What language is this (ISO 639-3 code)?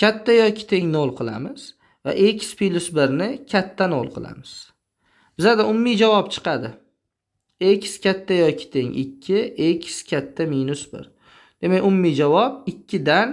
uzb